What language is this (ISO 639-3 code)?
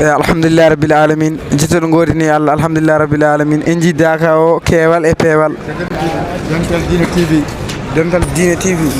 ful